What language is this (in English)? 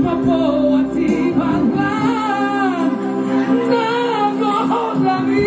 Batak Toba